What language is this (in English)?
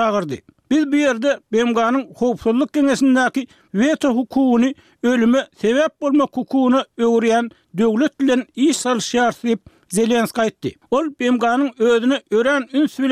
Turkmen